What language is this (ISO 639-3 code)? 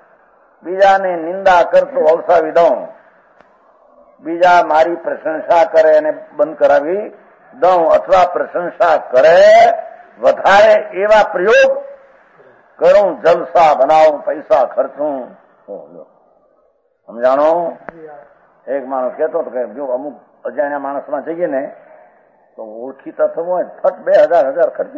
guj